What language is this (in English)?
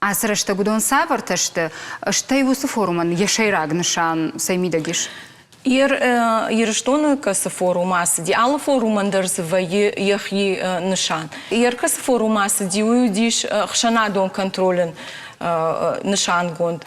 Ossetic